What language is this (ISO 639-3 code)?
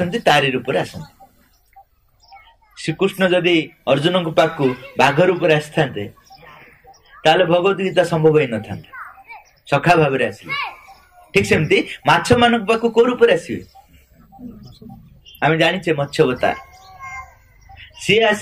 ori